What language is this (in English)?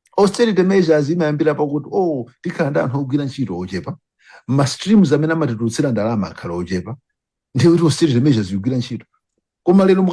Nyanja